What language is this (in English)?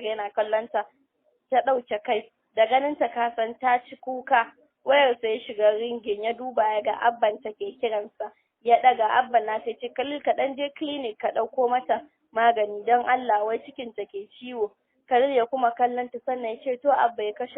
Hausa